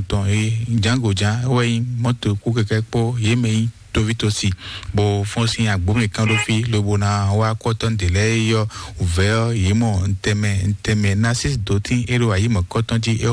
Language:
Fon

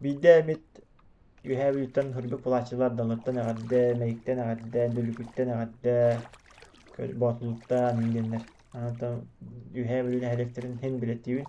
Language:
Yakut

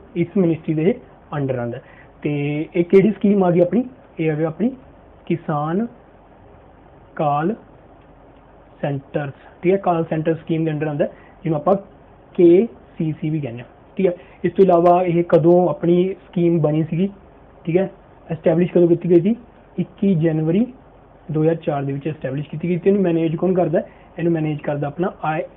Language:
Punjabi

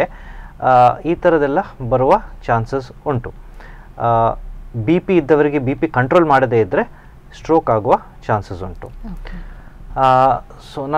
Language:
Kannada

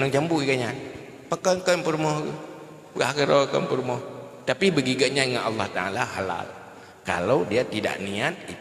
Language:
Achinese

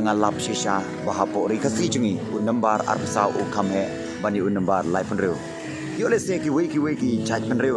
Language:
Khasi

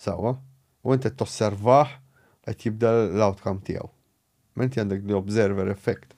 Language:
Maltese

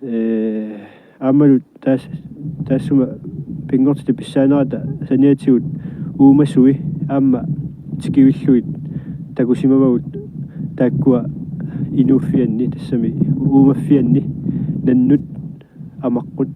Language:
Kalaallisut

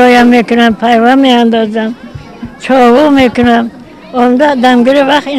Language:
Tajik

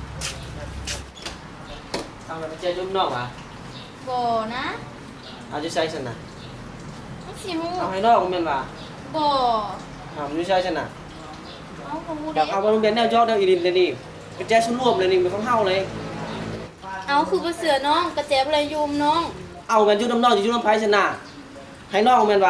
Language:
Lao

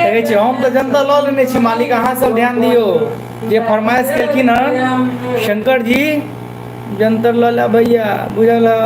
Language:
Maithili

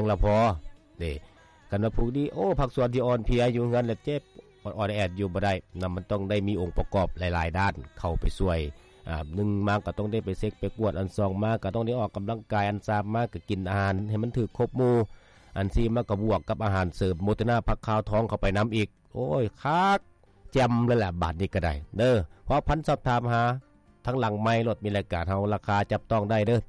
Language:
Lao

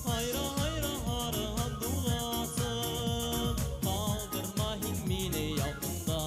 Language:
Bashkir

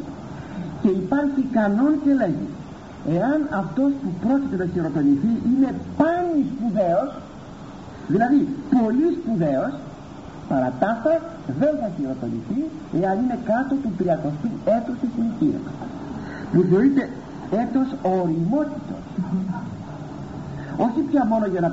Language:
Greek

